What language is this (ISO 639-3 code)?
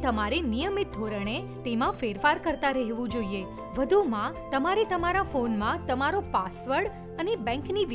guj